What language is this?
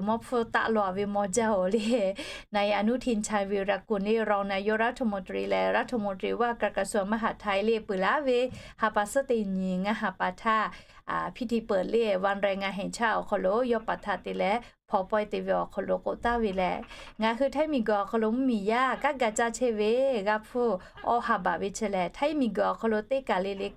Lahu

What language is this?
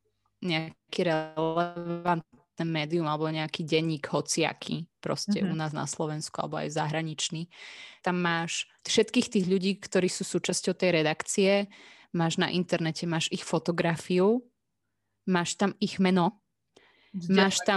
Slovak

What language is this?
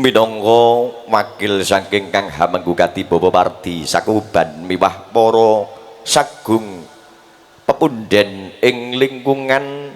Javanese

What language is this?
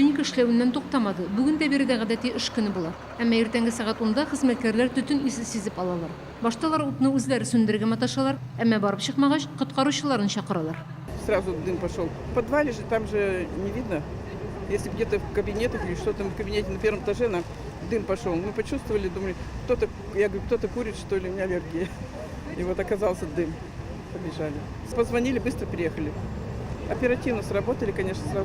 Tatar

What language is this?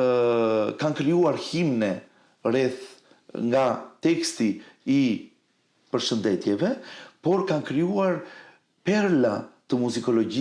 Albanian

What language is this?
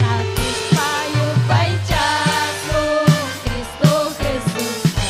Ayacucho Quechua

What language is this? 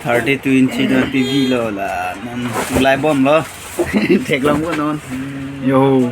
Karbi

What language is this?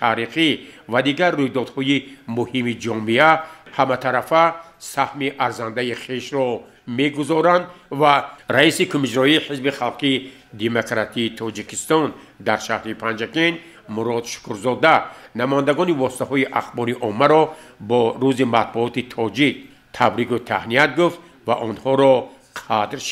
Tajik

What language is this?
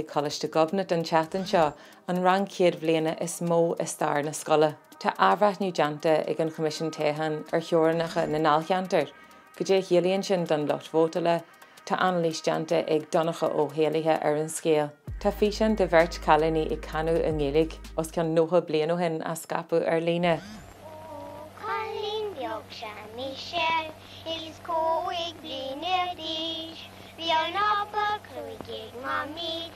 Irish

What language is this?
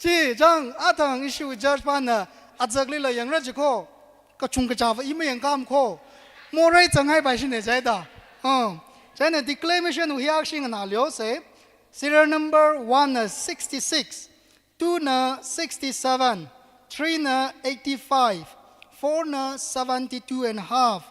Tangkhul Naga (India)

